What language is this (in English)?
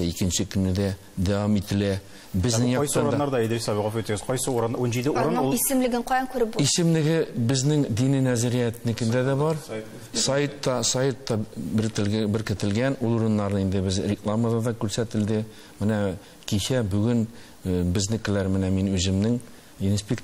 Tatar